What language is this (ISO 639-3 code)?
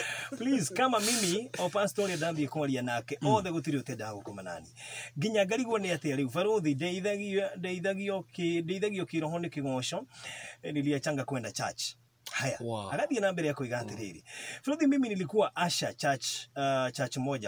kik